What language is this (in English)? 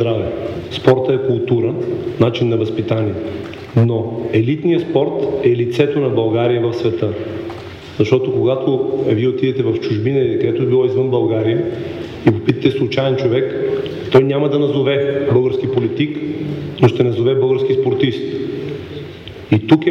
Bulgarian